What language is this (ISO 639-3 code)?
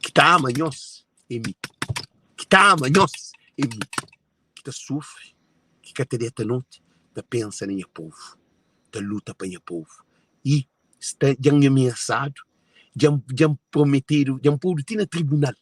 kea